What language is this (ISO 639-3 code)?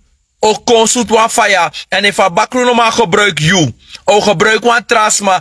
srn